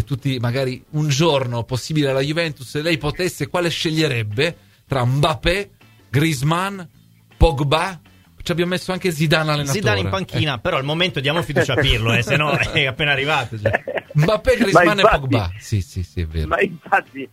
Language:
Italian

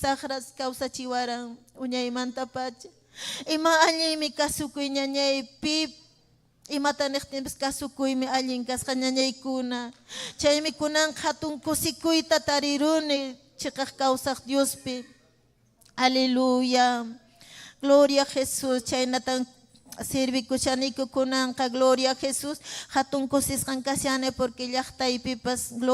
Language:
Ayacucho Quechua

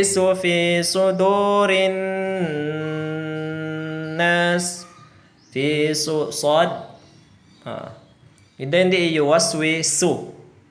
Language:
Tausug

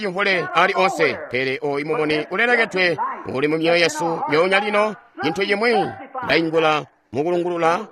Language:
Tonga (Zambia)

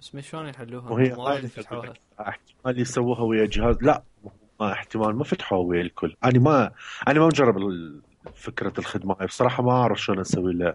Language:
Mesopotamian Arabic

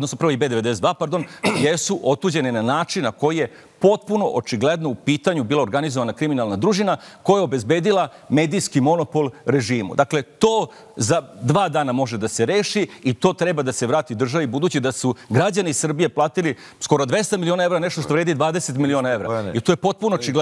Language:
Serbian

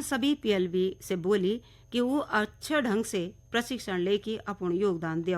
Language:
Garhwali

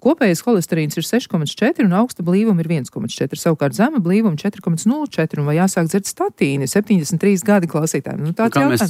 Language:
Latvian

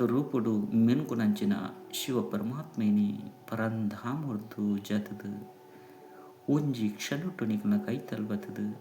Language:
Tulu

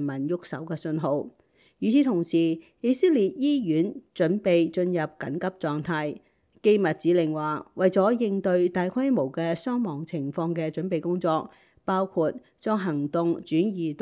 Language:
Cantonese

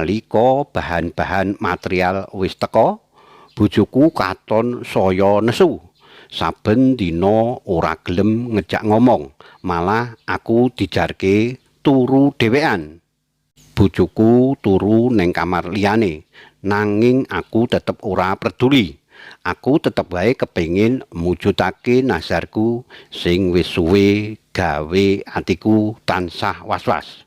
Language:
Javanese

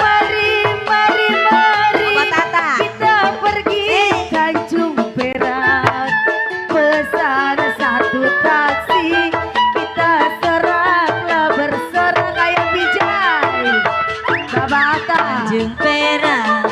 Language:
Betawi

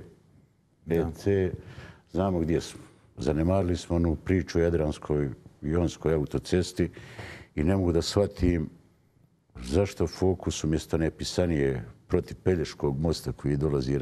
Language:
Bosnian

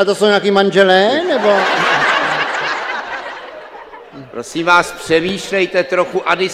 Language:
Czech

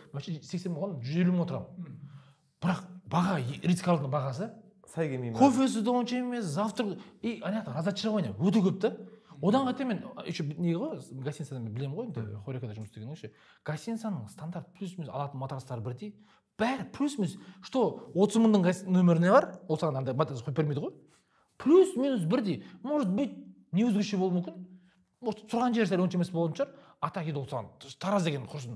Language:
Kazakh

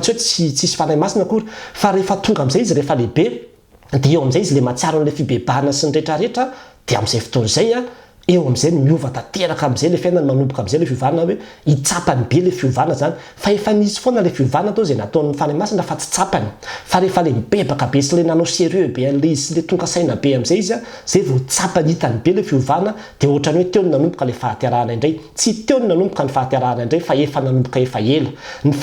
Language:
Malagasy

